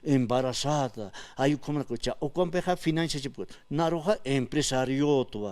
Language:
Aymara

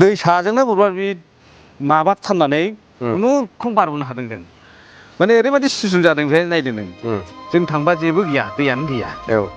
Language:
Bodo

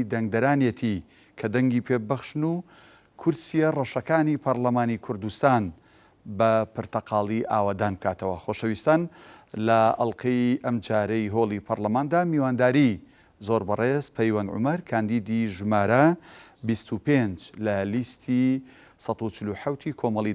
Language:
Central Kurdish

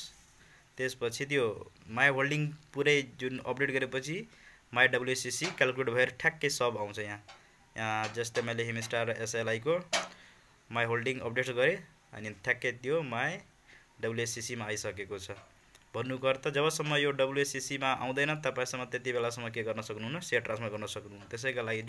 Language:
Nepali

